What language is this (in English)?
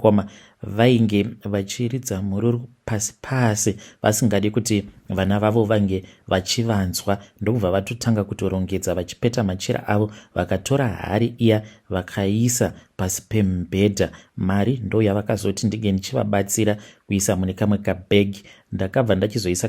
Shona